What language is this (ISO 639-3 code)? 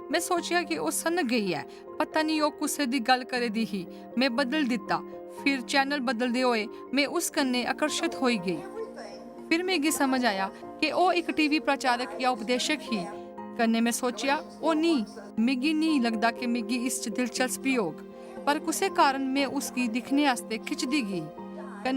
doi